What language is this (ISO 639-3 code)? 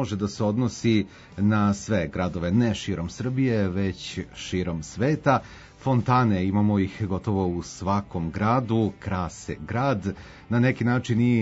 srp